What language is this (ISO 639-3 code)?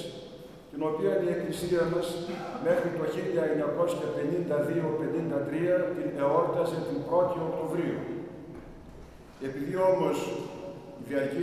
ell